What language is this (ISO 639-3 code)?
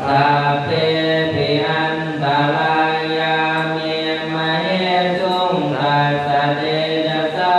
pli